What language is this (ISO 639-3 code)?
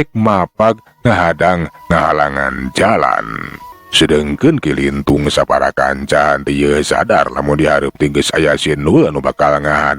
sun